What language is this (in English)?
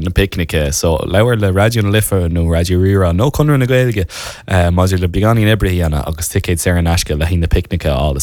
Irish